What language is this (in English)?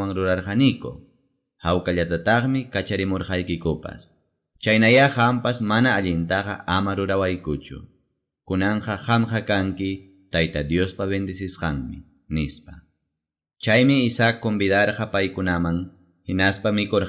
Ayacucho Quechua